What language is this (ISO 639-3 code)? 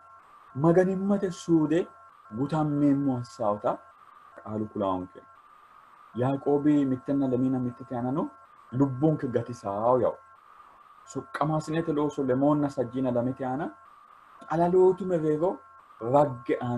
sid